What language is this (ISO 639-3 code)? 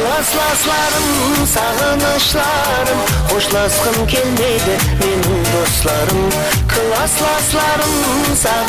kaa